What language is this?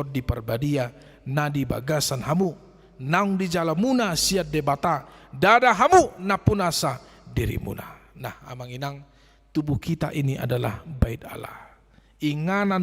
Batak Toba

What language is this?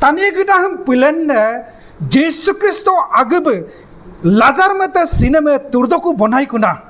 Adi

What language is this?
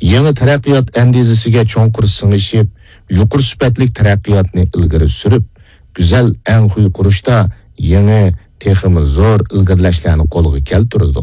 Uyghur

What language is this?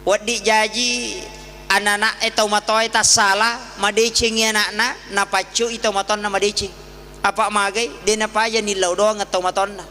Buginese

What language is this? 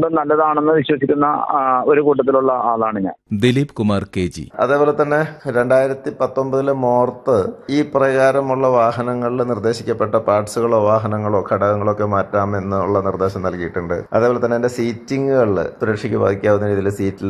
Malayalam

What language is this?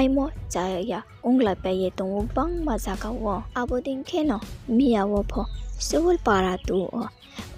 Riang (India)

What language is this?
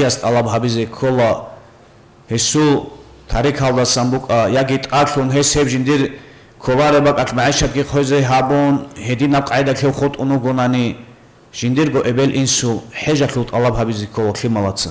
Avaric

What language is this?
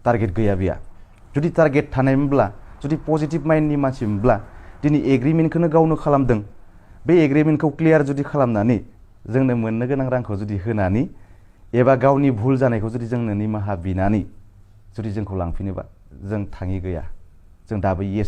Bodo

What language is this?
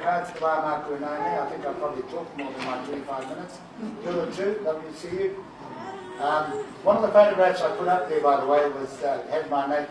Māori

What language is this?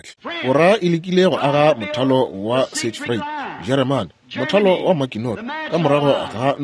Northern Sotho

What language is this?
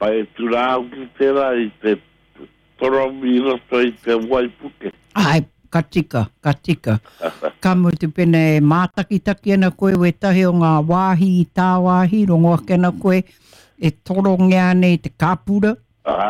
Māori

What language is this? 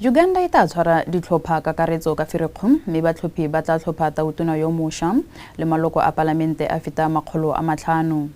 Tswana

